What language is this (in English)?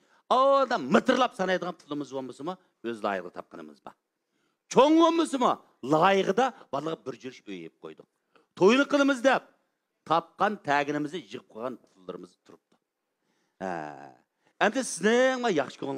Uyghur